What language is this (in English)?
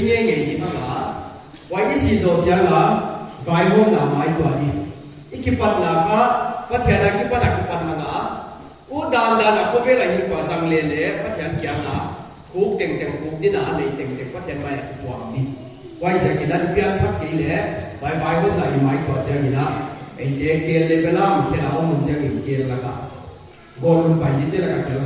Paite Chin